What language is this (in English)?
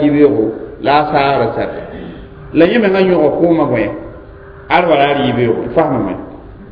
Mossi